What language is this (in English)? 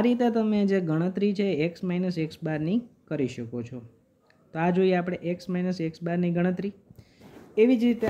Gujarati